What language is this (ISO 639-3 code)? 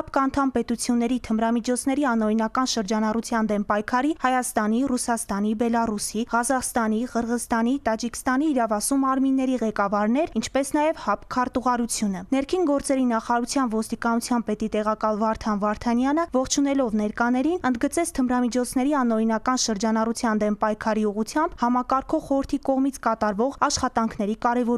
hye